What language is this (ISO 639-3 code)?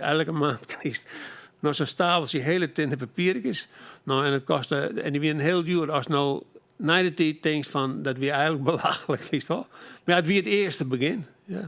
fry